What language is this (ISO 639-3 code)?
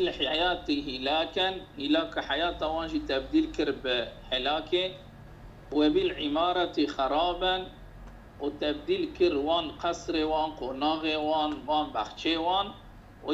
kur